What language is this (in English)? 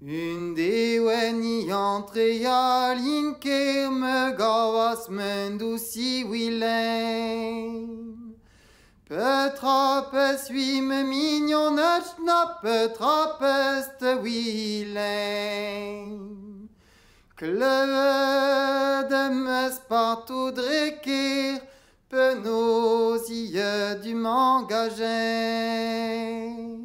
Breton